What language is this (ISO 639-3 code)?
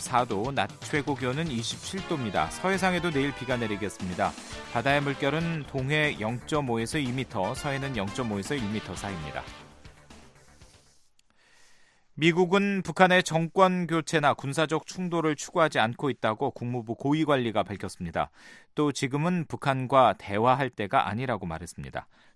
kor